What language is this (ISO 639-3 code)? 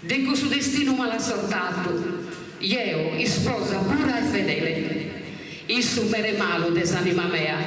srd